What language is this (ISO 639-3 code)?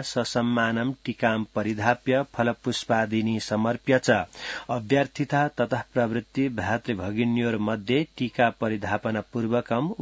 san